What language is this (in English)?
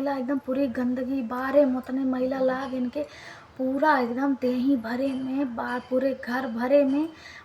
Awadhi